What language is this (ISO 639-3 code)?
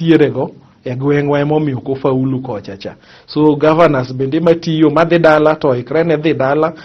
luo